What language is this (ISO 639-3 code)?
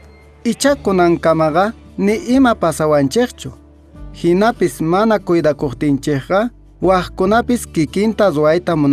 que